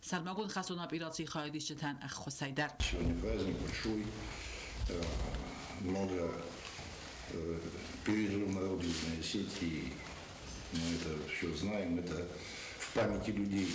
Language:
Ossetic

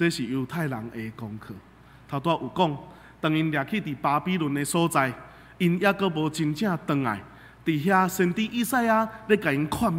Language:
Min Nan Chinese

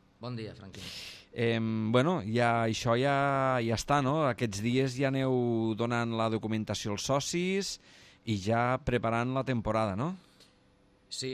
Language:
Catalan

